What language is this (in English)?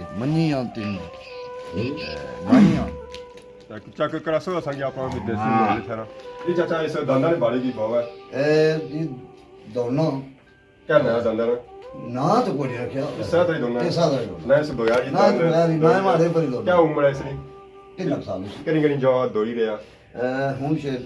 Pahari-Potwari